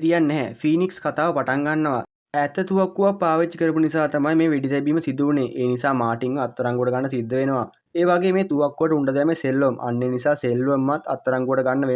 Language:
Sinhala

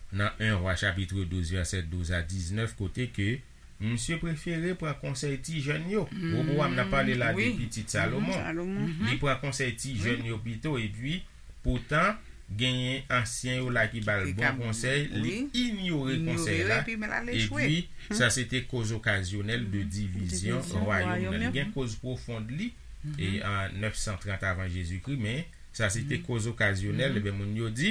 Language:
Haitian Creole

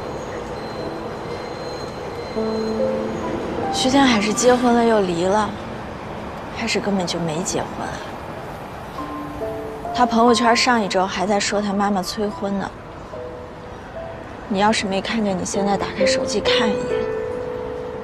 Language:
Chinese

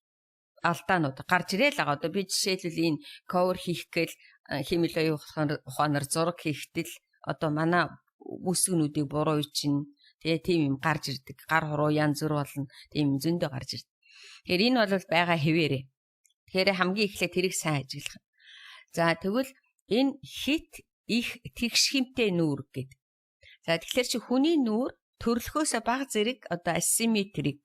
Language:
Mongolian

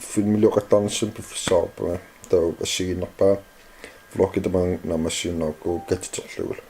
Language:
Kalaallisut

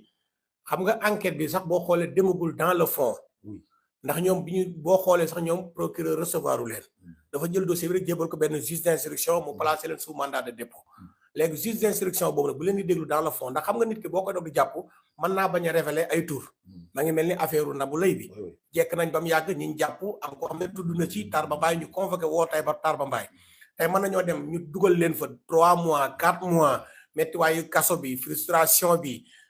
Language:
Wolof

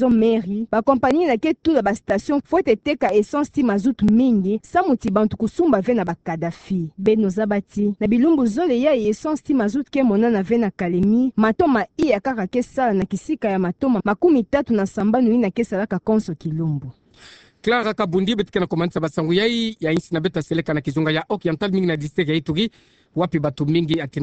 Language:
Kituba (Democratic Republic of Congo)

